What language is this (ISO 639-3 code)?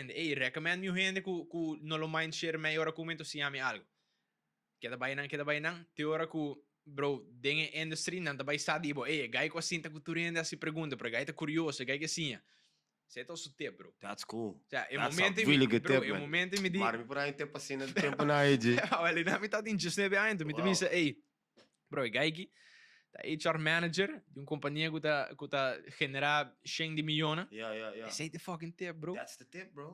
pap